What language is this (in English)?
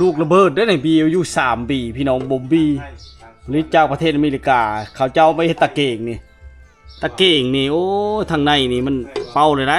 Lao